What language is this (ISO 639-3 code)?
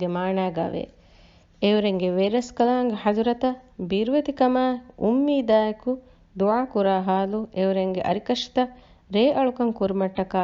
div